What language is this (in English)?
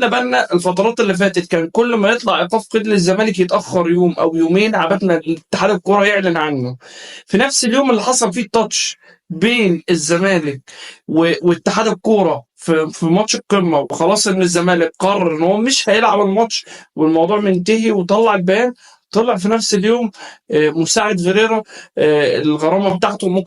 Egyptian Arabic